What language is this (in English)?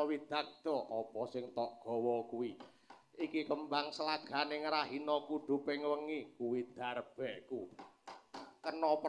Javanese